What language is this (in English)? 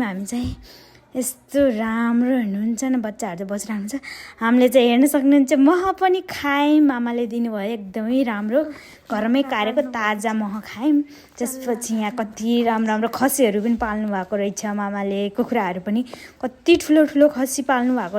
Nepali